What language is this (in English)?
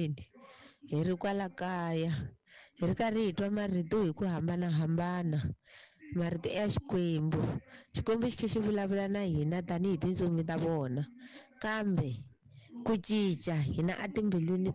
Tsonga